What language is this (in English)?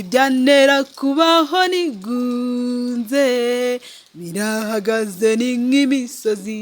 Kinyarwanda